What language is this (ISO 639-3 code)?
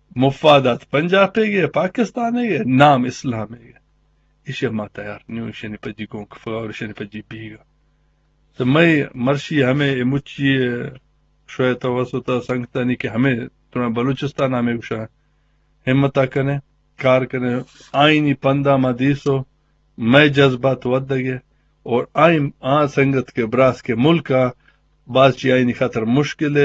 bgp